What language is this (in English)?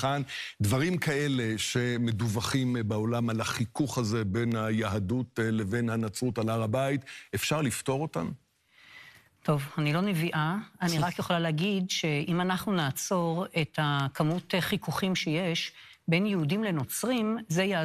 Hebrew